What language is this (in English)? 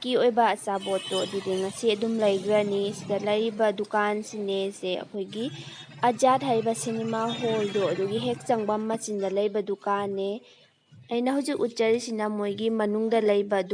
Manipuri